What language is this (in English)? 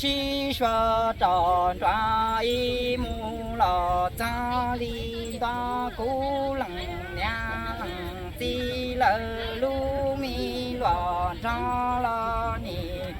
Hmong